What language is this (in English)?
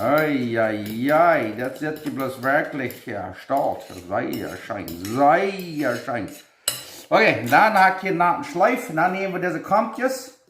Plautdietsch